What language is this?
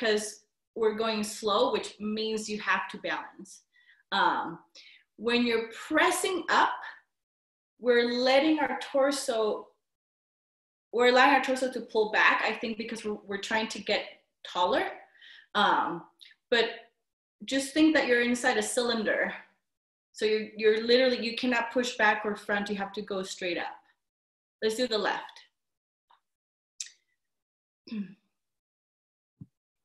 English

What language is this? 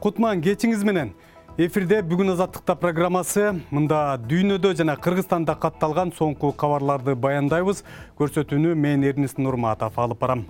Kyrgyz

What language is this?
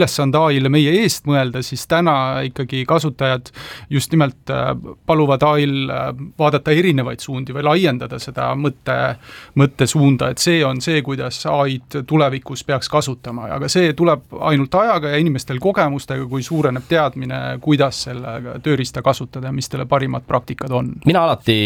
Estonian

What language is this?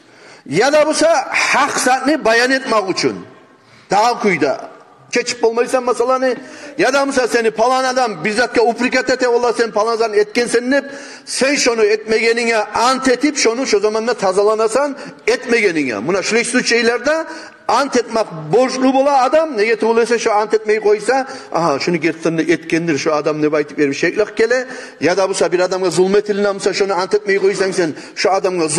Kumyk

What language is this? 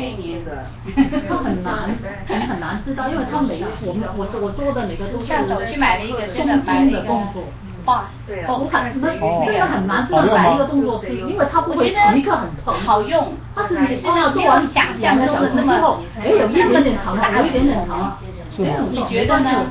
Chinese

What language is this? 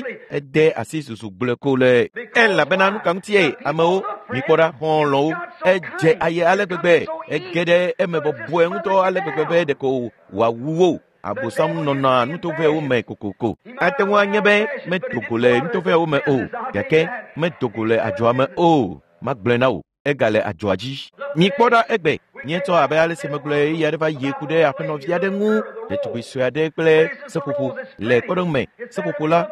Ewe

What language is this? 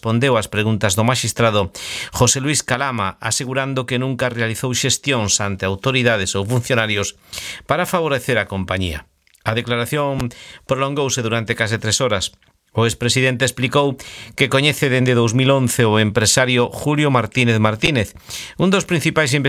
Galician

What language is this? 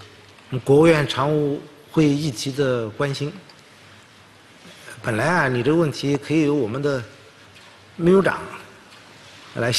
Chinese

